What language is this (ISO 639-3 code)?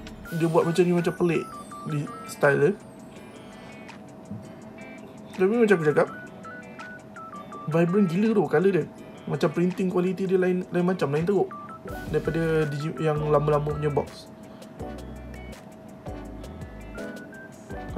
msa